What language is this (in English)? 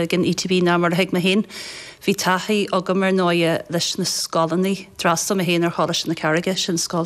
Irish